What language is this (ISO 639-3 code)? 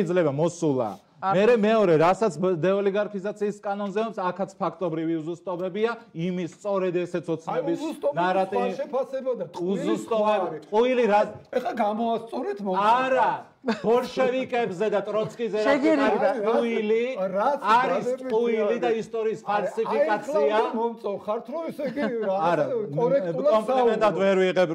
kat